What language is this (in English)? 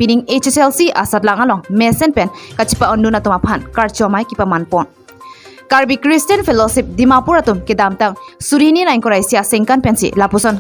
Karbi